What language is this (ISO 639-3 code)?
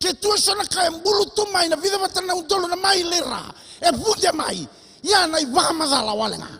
fij